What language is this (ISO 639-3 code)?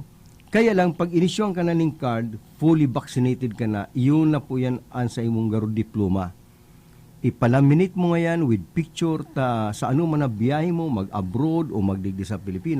bik